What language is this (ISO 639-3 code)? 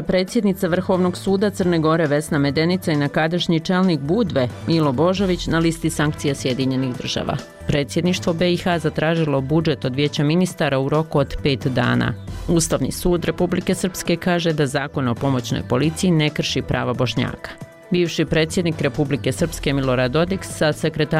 bos